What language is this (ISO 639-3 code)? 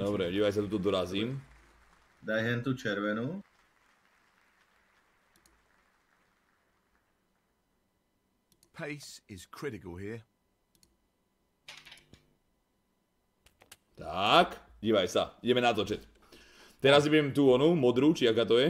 slk